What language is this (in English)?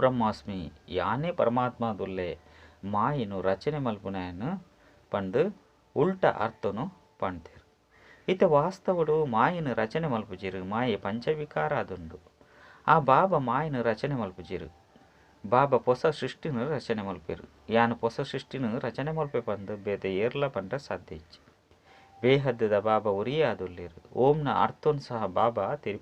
Tulu